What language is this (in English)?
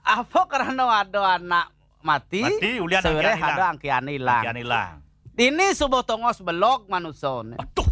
Balinese